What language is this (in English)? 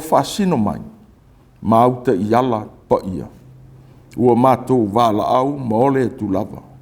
Samoan